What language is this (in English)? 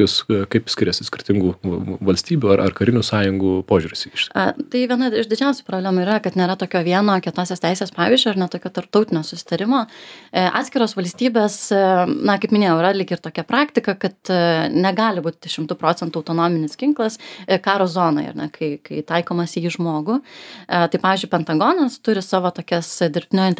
Lithuanian